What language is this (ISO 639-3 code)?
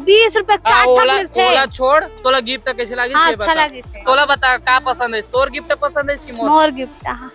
hne